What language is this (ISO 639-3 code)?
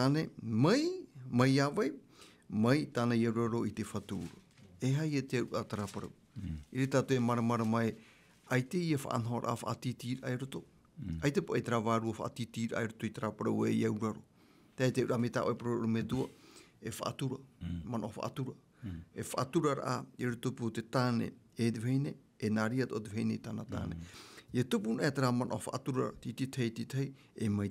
tah